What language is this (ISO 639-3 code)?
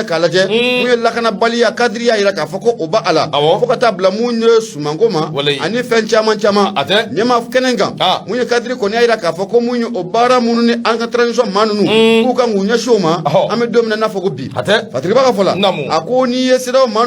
bam